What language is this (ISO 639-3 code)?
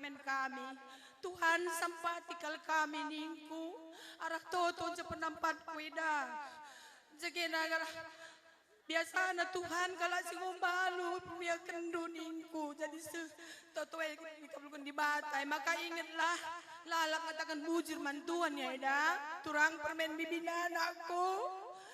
btx